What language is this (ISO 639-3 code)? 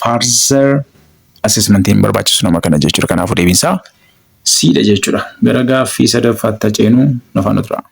orm